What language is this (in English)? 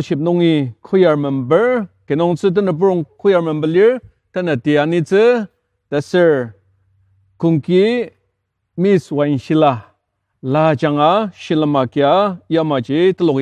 Ao Naga